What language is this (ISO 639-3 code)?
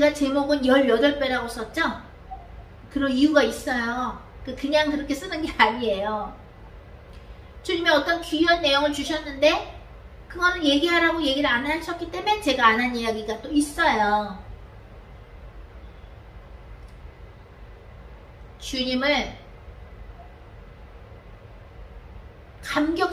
kor